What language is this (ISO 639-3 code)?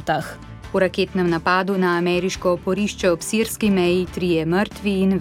slv